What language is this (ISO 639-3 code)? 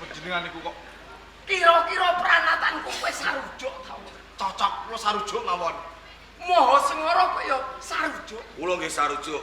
jav